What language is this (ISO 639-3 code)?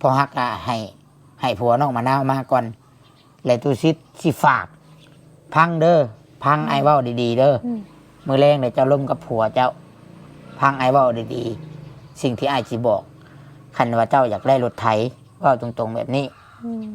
lao